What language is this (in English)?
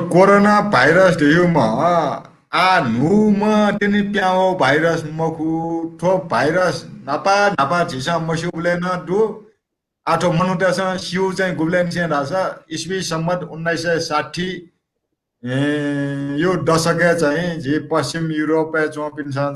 Newari